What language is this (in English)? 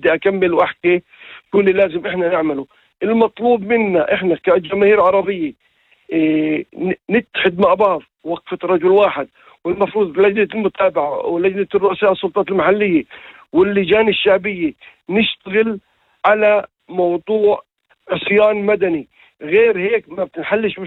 North Levantine Arabic